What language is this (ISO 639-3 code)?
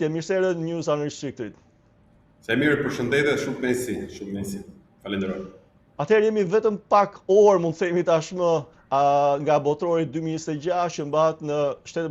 sqi